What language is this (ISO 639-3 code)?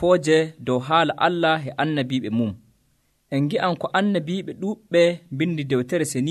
fuv